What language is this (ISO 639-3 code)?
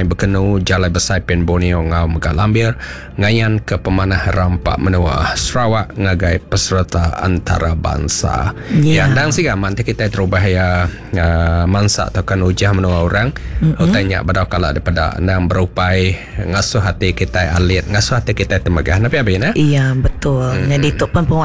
iba